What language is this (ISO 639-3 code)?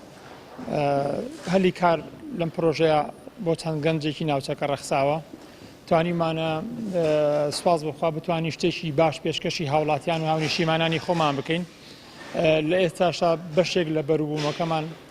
ckb